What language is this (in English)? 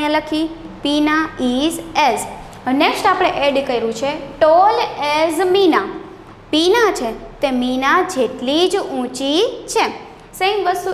Gujarati